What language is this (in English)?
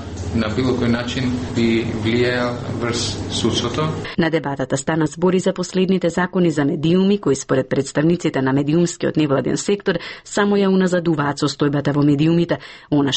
Macedonian